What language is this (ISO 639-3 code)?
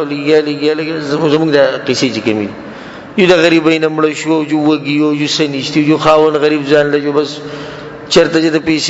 pus